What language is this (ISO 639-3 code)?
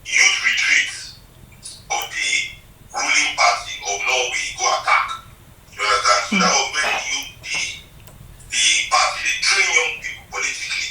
pcm